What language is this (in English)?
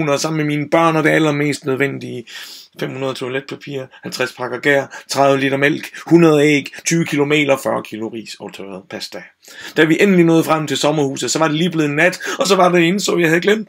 Danish